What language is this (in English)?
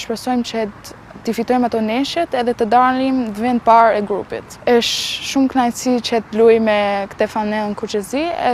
Albanian